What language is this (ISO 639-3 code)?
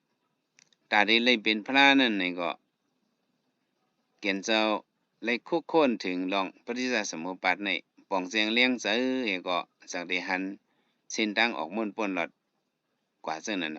shn